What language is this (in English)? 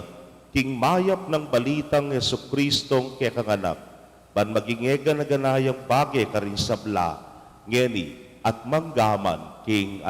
Pampanga